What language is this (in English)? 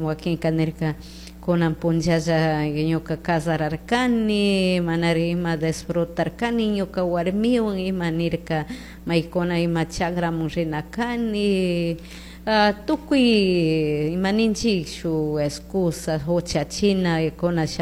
Chimborazo Highland Quichua